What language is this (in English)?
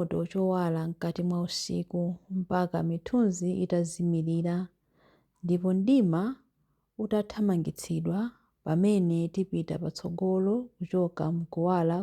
Nyanja